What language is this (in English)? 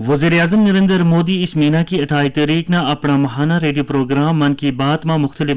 Gujari